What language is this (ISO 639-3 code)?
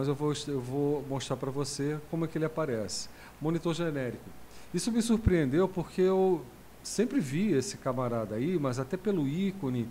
por